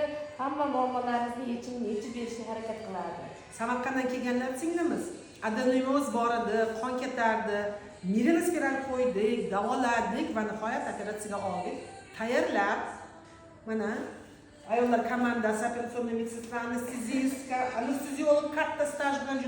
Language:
Uzbek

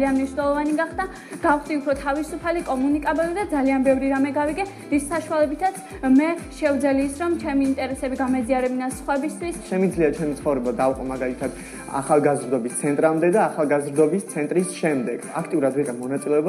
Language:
Georgian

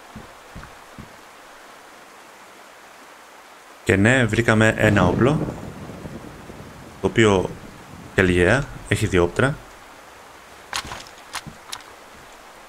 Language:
Greek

